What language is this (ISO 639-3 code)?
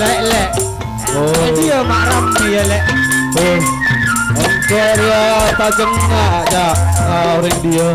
mad